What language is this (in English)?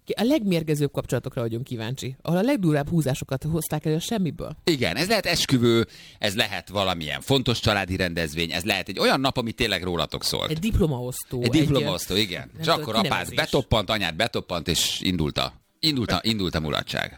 Hungarian